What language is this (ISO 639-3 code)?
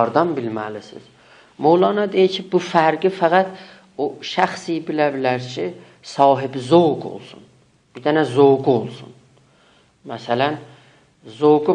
azb